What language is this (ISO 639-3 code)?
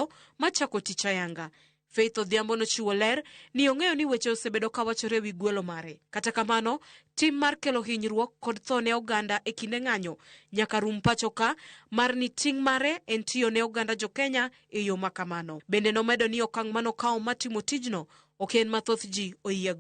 luo